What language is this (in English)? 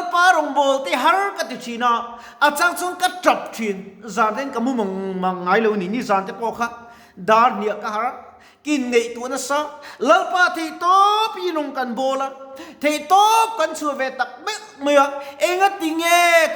Mizo